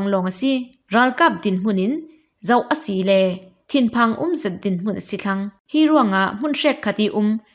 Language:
Falam Chin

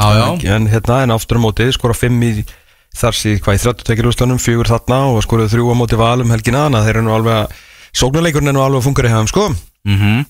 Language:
Icelandic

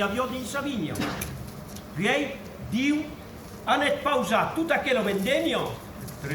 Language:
Occitan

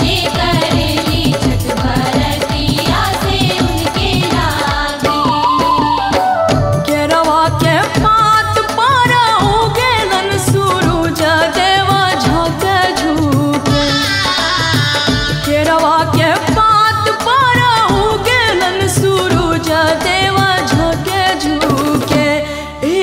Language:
Bhojpuri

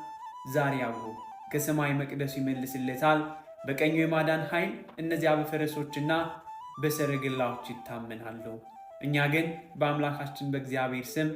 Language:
Amharic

